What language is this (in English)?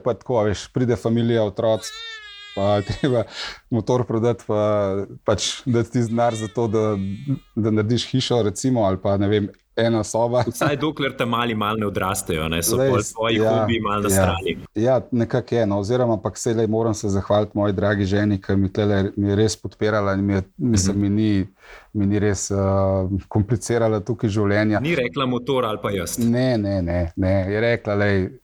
Slovenian